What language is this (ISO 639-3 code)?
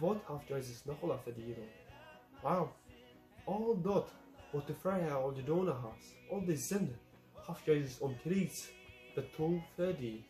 pdt